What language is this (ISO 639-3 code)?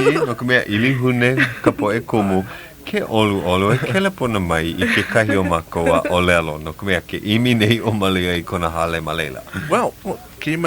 haw